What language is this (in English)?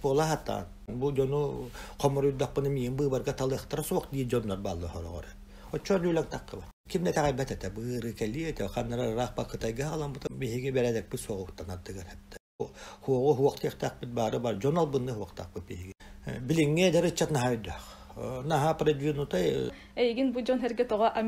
Yakut